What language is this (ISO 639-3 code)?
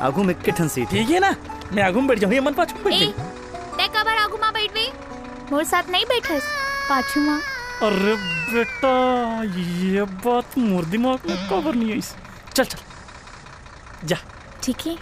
hne